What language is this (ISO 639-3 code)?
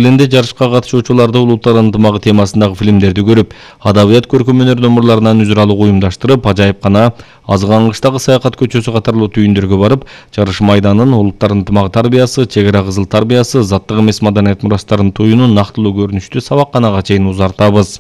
kir